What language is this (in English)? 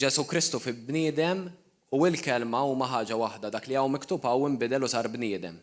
Maltese